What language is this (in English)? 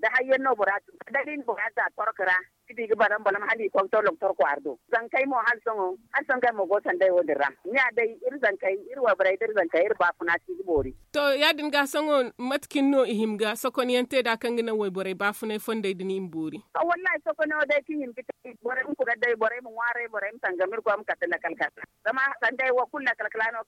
Zarma